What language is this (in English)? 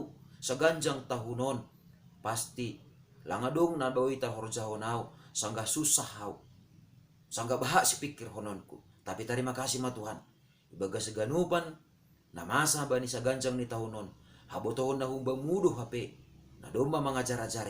Batak Simalungun